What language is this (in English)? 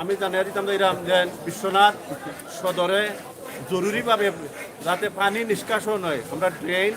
Sylheti